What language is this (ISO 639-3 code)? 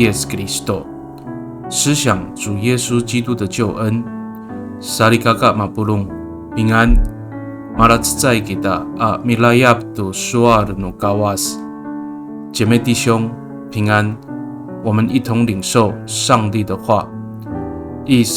ami